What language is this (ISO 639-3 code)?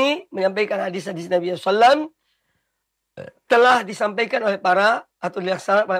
ind